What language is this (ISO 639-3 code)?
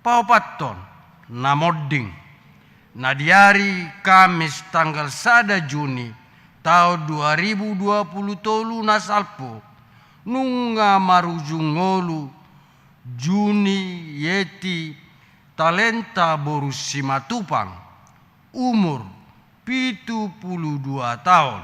bbc